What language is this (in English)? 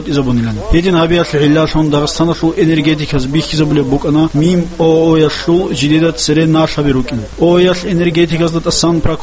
Avaric